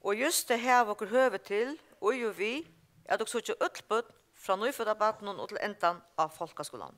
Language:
Faroese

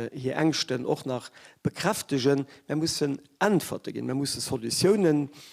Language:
Luxembourgish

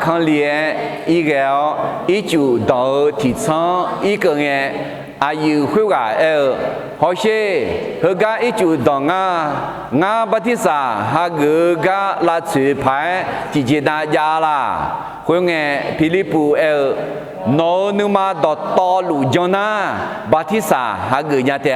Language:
Akha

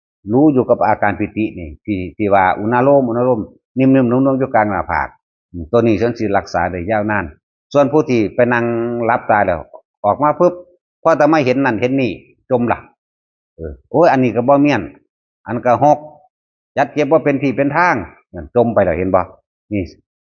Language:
Northeastern Thai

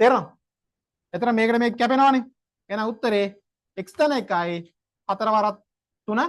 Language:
Sinhala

